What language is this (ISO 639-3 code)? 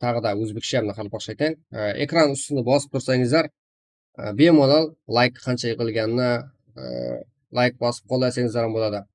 kaa